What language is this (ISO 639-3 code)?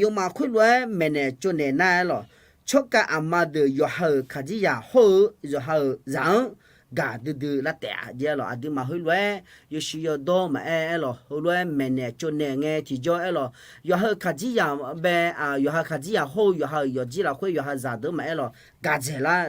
ahk